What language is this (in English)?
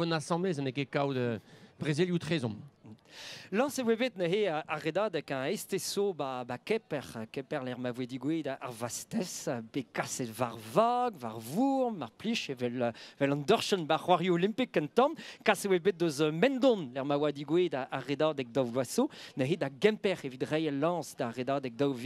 Breton